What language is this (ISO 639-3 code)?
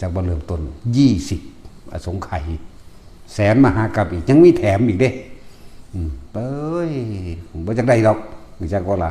tts